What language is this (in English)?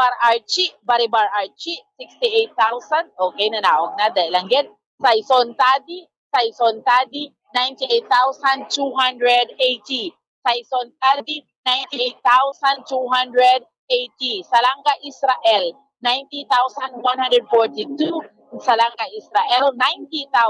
Hiligaynon